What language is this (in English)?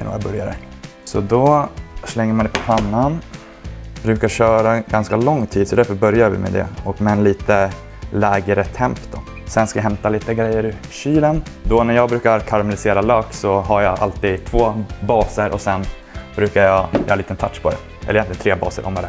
Swedish